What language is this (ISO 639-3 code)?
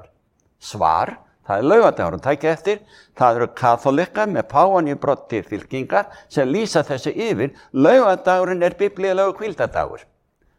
isl